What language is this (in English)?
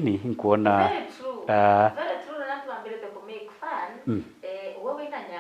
Meru